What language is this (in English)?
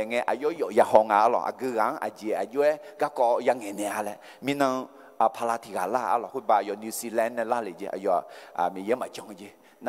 Akha